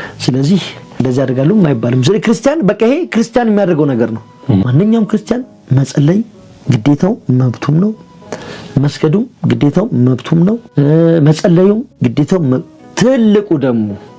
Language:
Amharic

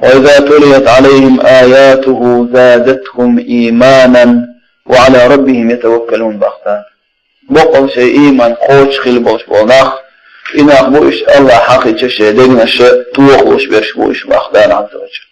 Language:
Chechen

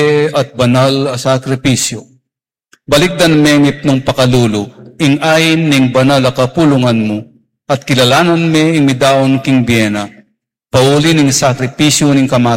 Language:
Pampanga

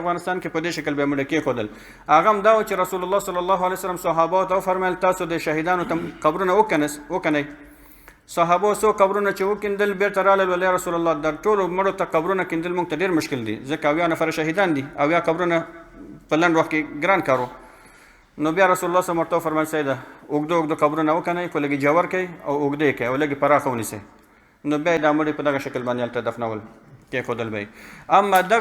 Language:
Pashto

